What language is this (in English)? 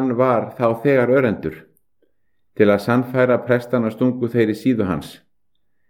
Icelandic